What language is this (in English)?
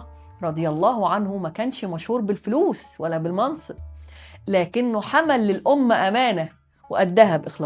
Egyptian Arabic